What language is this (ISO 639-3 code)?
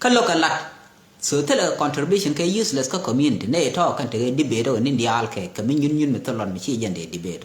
nus